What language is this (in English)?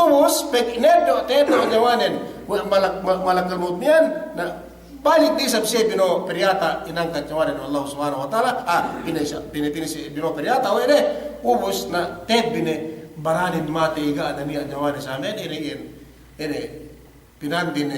Yakan